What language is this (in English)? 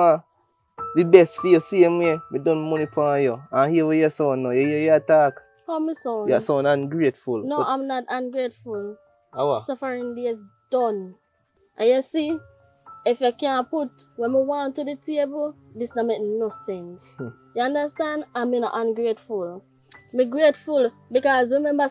Jamaican Creole English